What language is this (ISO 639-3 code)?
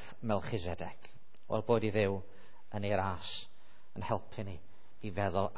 cym